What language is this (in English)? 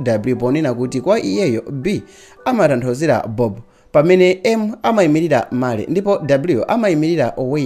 Nyanja